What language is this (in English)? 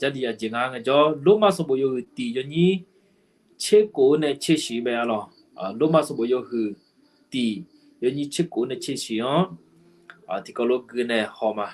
Akha